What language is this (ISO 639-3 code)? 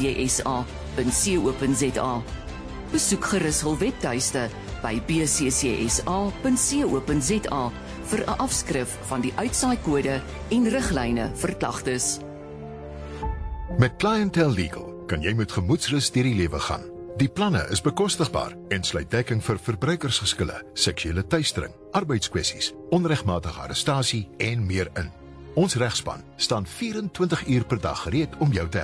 afr